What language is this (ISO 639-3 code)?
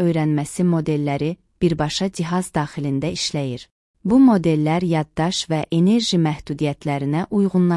aze